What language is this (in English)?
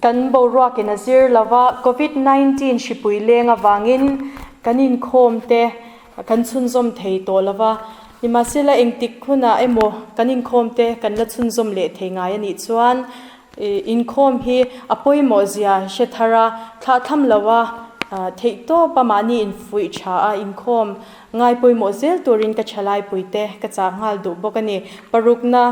Mizo